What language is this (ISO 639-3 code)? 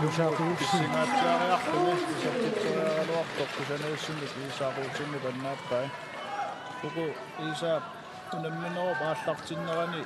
kal